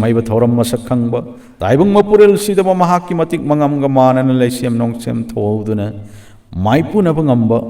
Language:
Manipuri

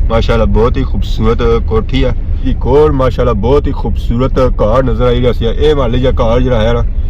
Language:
Pahari-Potwari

